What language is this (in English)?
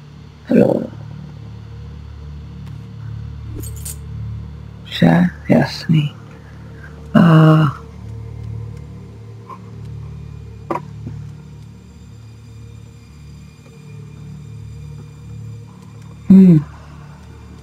Czech